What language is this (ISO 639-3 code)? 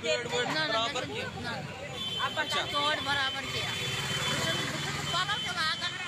kas